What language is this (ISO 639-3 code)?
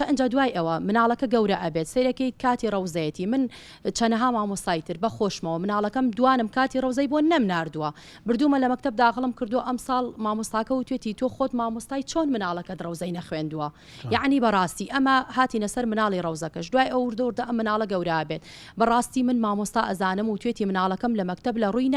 ckb